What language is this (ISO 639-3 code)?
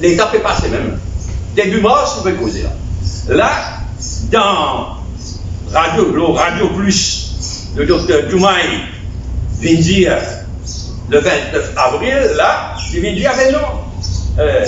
mfe